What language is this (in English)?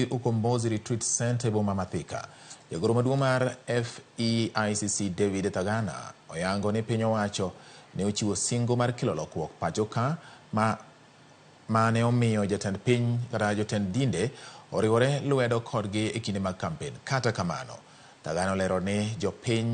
Luo (Kenya and Tanzania)